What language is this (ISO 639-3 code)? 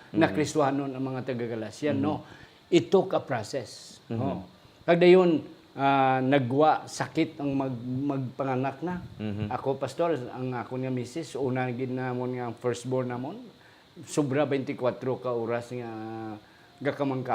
hil